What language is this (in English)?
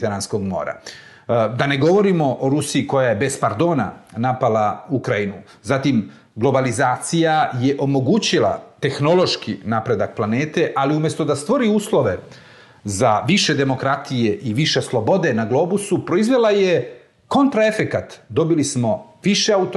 Serbian